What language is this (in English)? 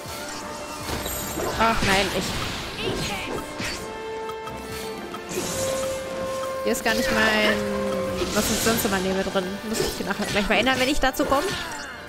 German